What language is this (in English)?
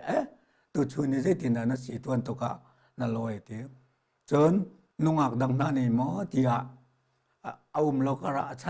Hakha Chin